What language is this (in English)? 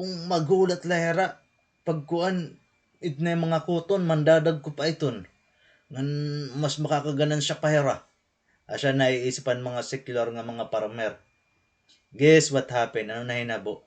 Waray